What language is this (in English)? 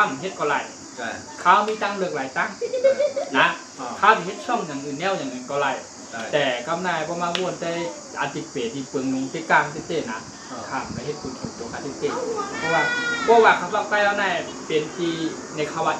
Shan